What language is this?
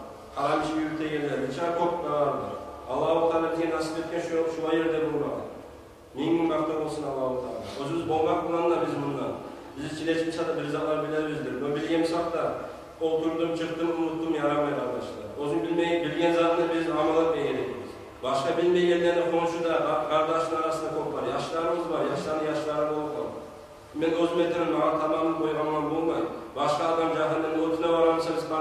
Kumyk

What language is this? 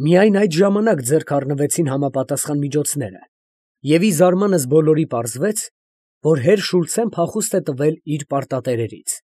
Armenian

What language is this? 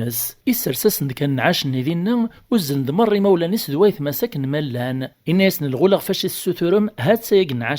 Kabyle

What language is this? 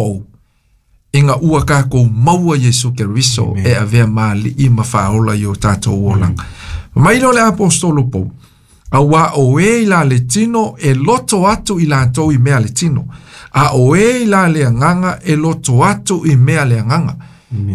Samoan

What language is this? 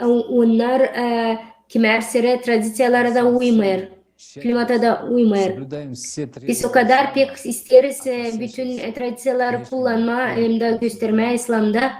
Gagauz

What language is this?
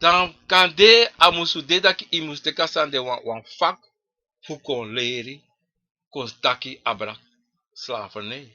Sranan Tongo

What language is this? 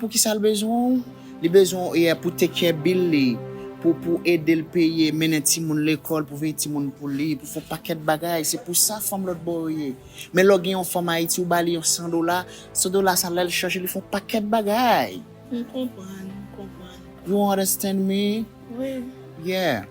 Haitian Creole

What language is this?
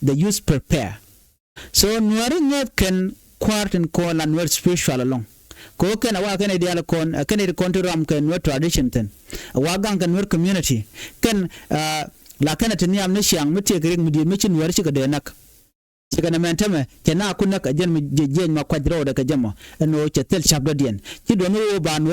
Nuer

